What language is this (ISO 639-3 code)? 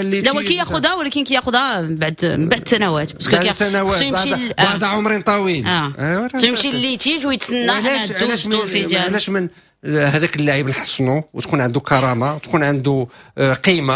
ary